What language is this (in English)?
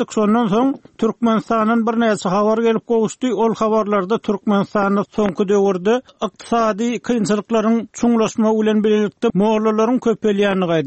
Turkmen